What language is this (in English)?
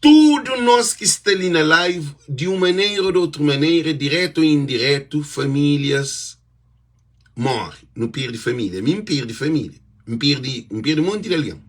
Kabuverdianu